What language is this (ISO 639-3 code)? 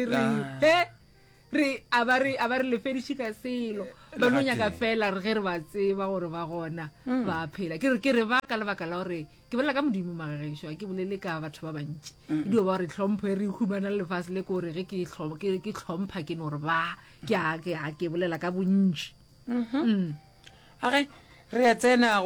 nso